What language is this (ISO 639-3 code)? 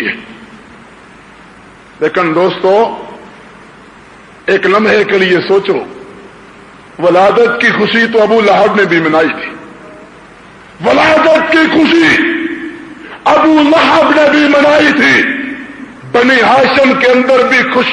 urd